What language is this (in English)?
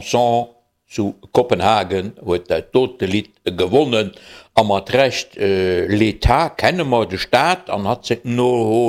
Luxembourgish